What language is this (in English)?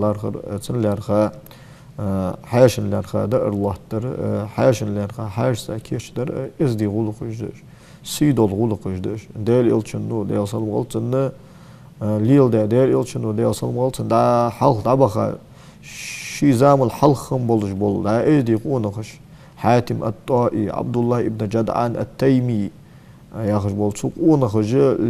Ingush